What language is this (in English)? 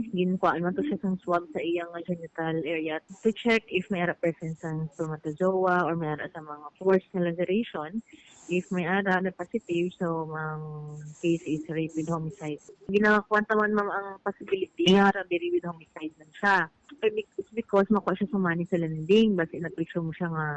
Hiligaynon